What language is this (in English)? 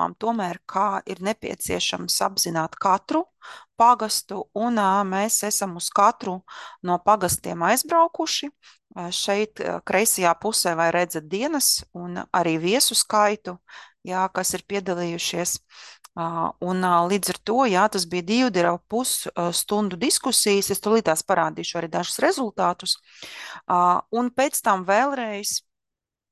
Latvian